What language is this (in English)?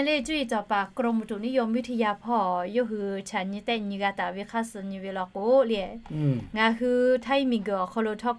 Lahu